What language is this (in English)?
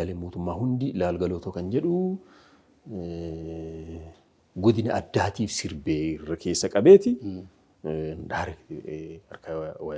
Oromo